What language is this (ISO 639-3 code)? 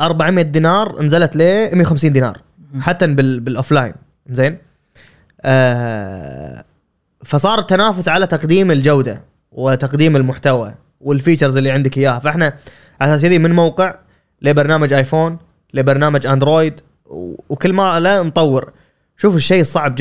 afb